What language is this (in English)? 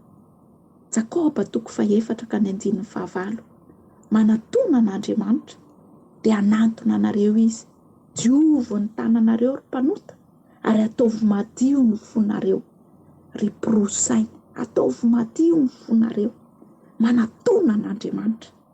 Malagasy